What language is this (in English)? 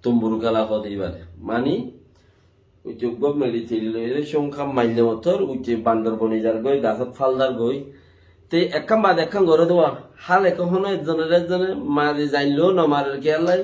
Rohingya